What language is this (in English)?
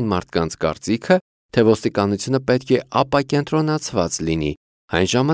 Armenian